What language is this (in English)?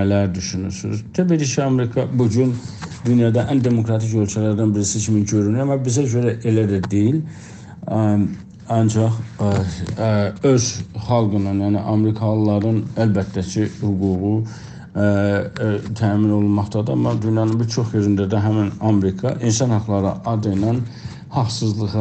South Azerbaijani